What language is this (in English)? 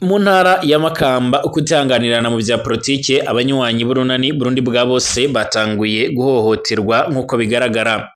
Rundi